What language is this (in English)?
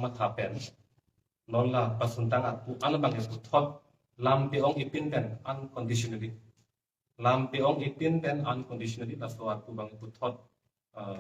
Karbi